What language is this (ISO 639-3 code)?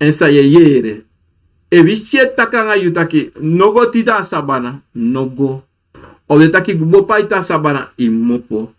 srn